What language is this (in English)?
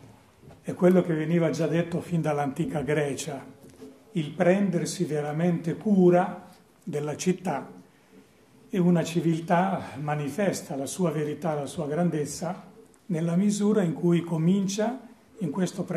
Italian